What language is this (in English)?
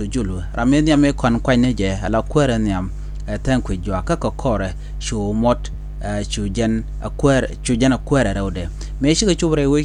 Nuer